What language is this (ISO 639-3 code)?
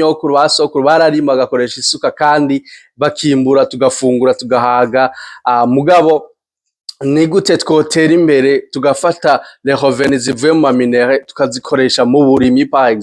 run